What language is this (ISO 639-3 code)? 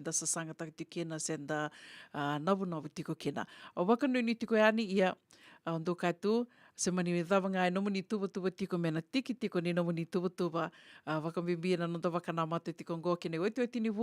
fij